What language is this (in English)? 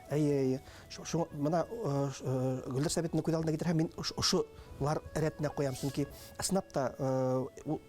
Bashkir